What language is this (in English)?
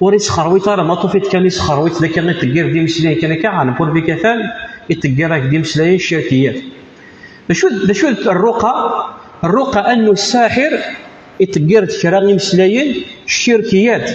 Kabyle